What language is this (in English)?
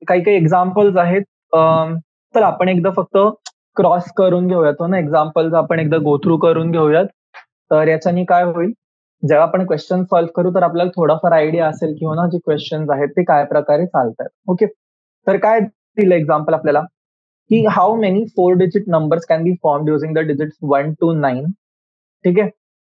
Marathi